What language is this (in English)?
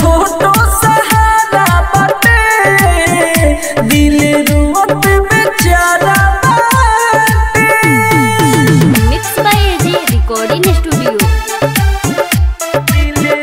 Bhojpuri